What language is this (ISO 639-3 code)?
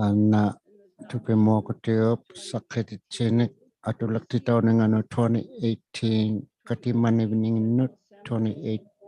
iku